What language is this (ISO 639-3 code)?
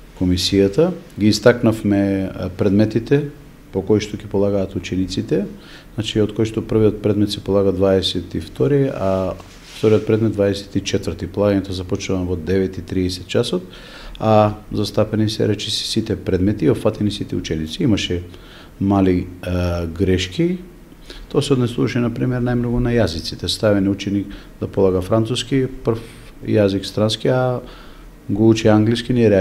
mkd